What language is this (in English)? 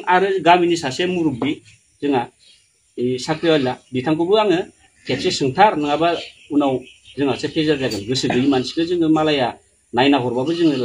Bodo